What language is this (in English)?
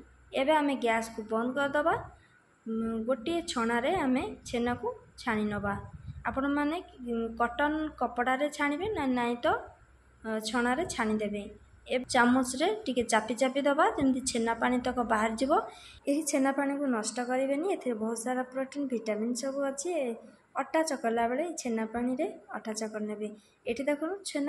Odia